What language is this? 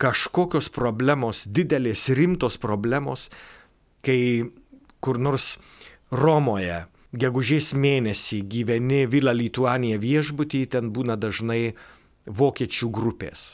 Lithuanian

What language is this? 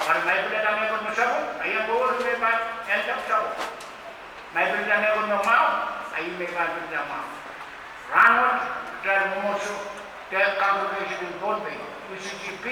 Pohnpeian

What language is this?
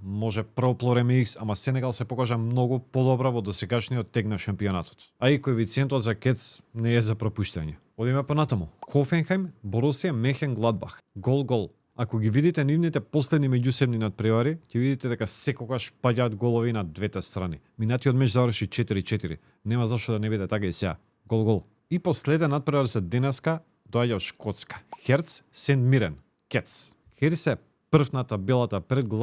Macedonian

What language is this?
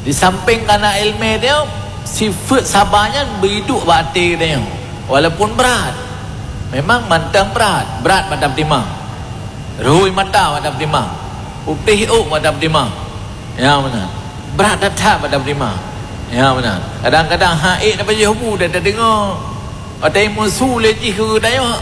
Achinese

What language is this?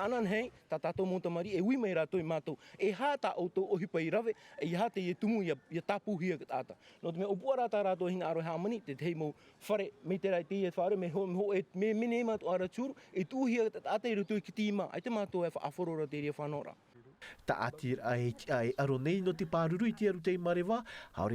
Tahitian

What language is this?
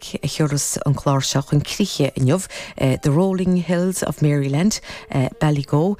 Irish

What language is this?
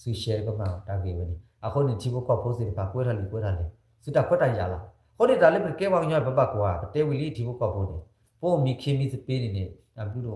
S'gaw Karen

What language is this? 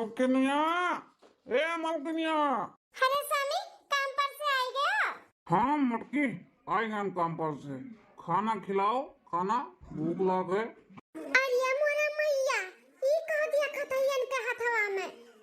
Awadhi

